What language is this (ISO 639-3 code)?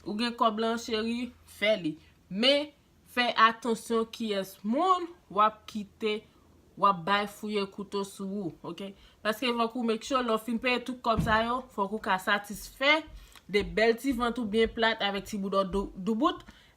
hat